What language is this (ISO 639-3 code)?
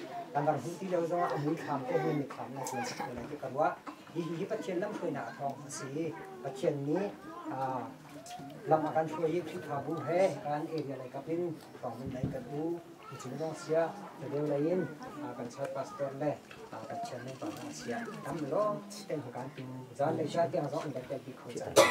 cnh